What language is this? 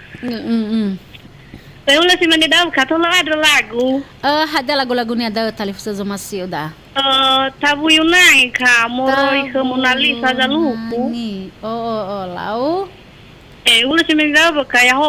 Nias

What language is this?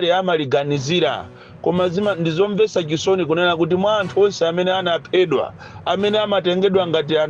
Nyanja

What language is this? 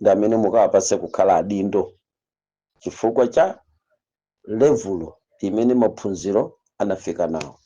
Nyanja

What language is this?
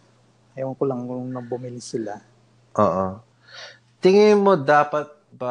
Filipino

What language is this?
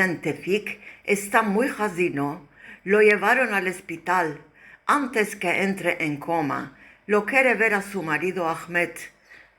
Ladino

